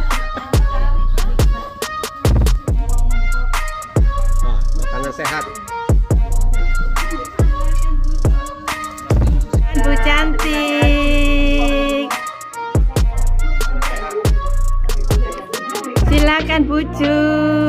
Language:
Indonesian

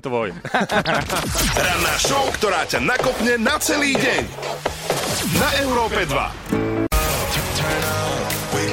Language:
Slovak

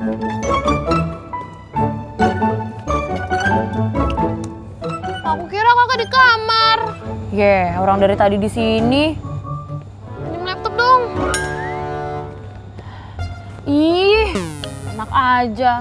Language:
Indonesian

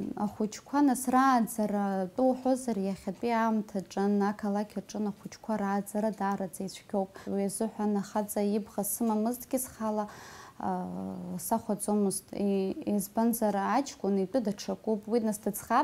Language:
Abkhazian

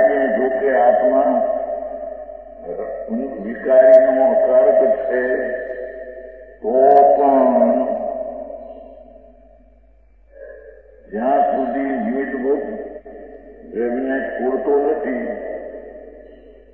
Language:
Gujarati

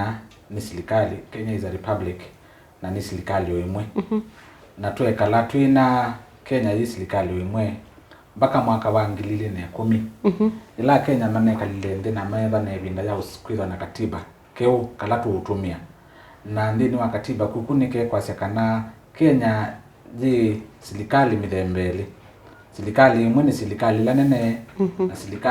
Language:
Kamba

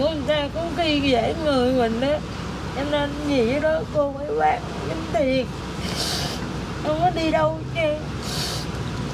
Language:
Vietnamese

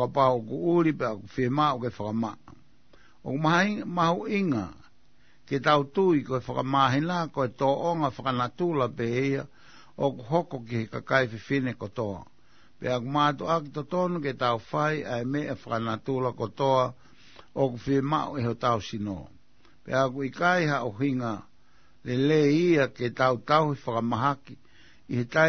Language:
Tongan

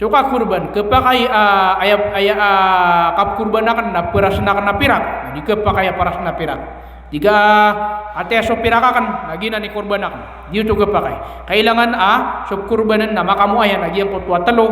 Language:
Maranao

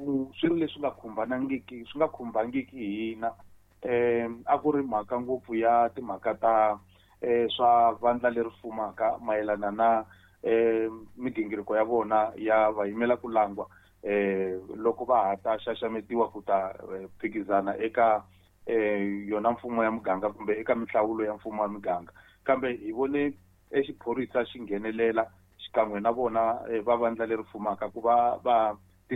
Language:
Tsonga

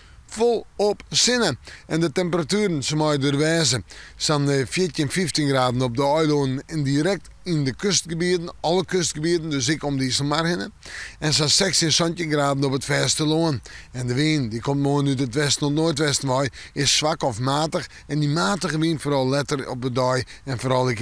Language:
Western Frisian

